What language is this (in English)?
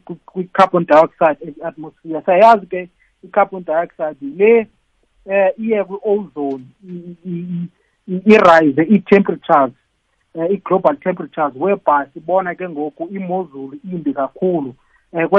South Ndebele